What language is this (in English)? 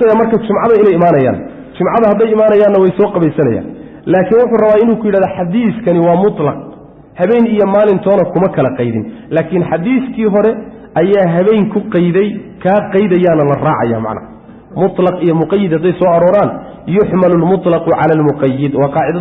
Somali